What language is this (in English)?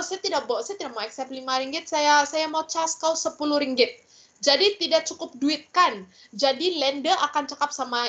Malay